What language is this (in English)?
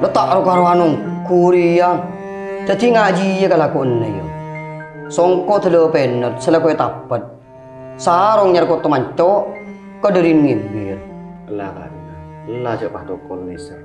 Madurese